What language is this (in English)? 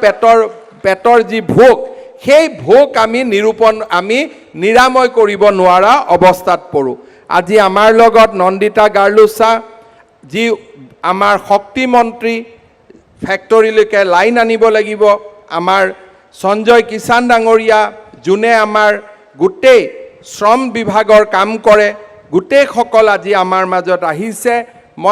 Assamese